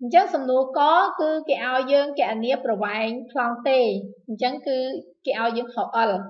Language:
Khmer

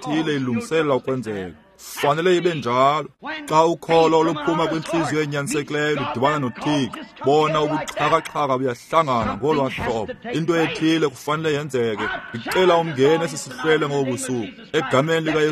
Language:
Xhosa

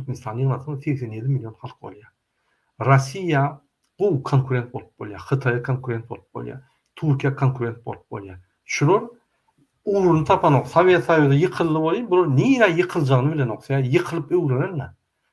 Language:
Turkmen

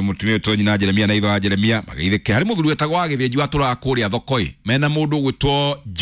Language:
Kikuyu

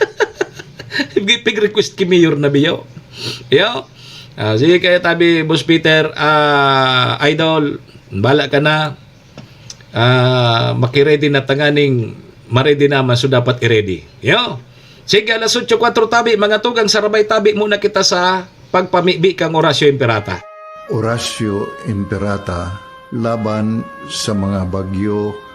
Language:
Bikol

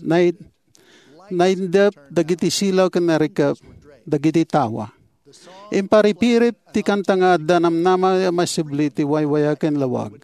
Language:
Iloko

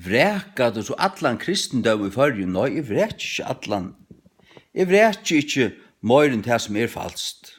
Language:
Faroese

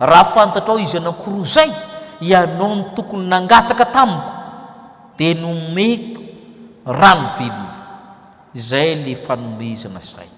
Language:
Malagasy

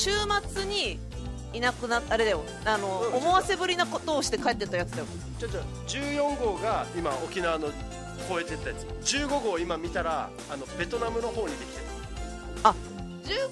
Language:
Japanese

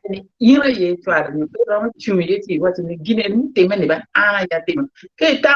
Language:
Acoli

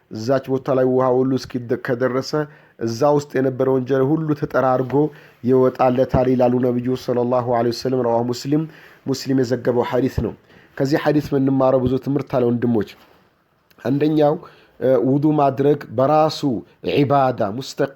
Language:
Amharic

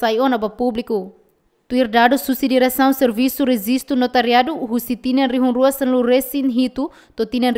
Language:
Tetum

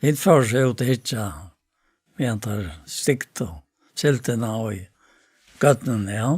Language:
Faroese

